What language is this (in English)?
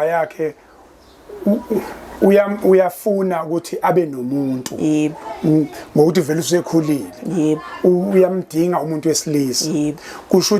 Zulu